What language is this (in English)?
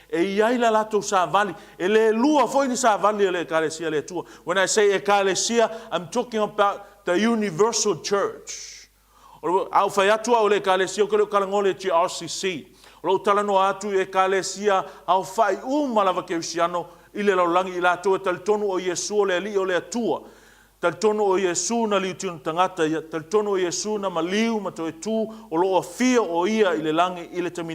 Samoan